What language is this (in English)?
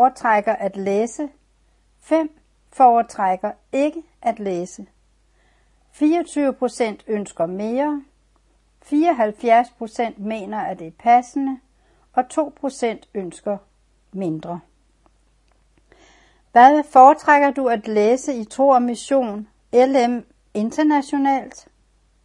Danish